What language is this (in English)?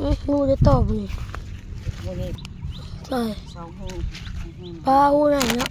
Northeastern Thai